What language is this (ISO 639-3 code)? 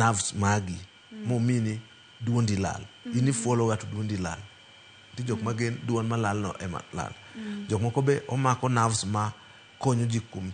luo